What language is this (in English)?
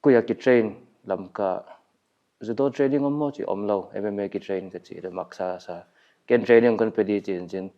Paite Chin